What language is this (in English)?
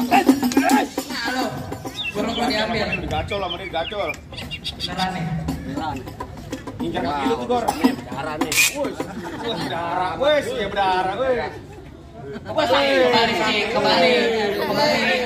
Betawi